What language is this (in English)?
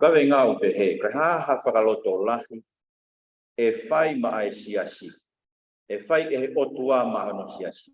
Tongan